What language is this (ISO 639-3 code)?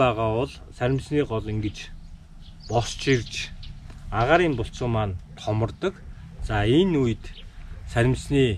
mon